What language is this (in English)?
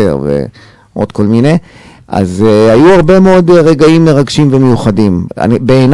Hebrew